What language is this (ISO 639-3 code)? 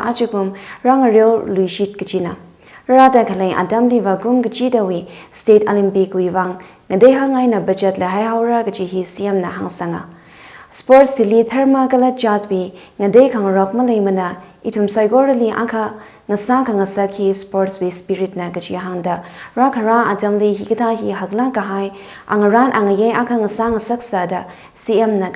nmf